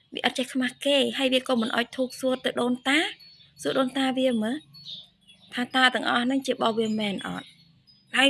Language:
Khmer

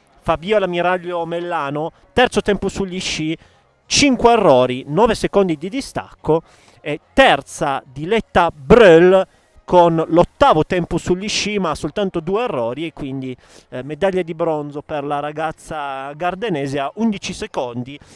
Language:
Italian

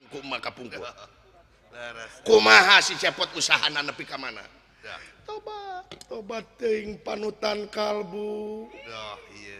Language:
Sundanese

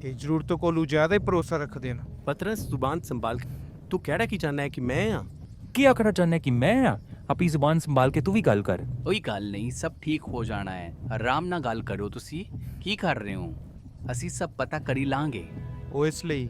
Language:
Dogri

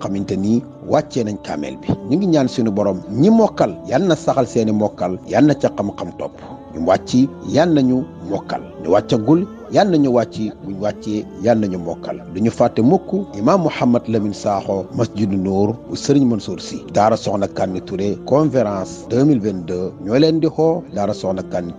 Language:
Wolof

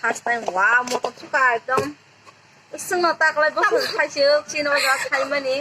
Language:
Kok Borok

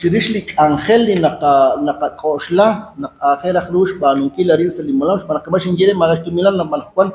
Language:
Kekchí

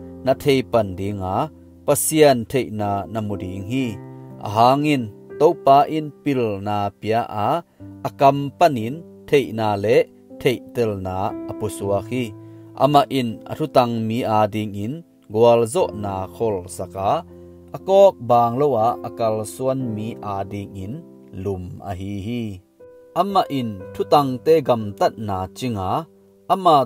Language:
Tedim Chin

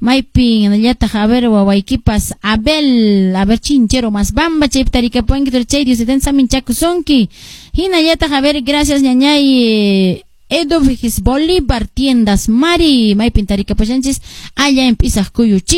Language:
Quechua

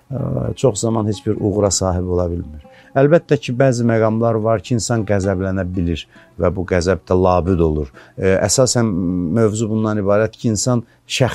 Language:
Azerbaijani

